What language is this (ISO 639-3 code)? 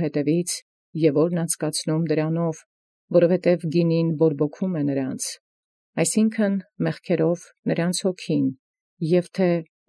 hye